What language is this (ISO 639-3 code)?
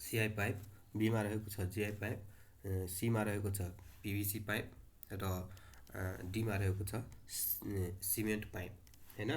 nep